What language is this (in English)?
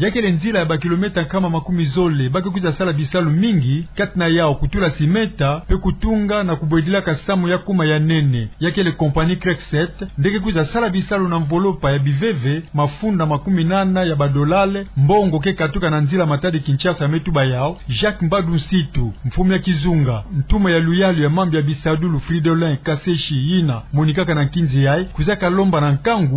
Kituba (Democratic Republic of Congo)